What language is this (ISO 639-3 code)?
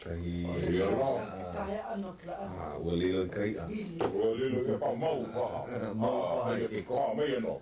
haw